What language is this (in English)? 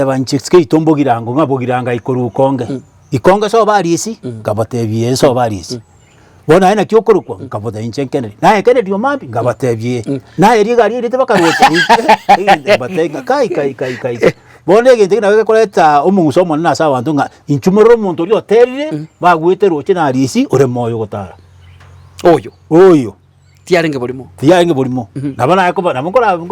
Gusii